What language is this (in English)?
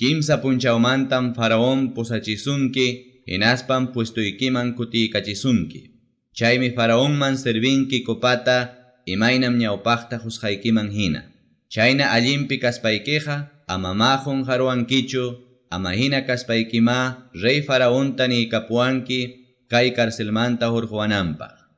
Ayacucho Quechua